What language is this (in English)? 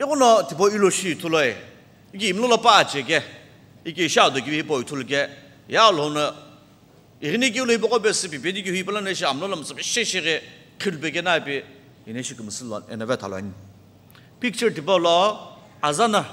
Sumi Naga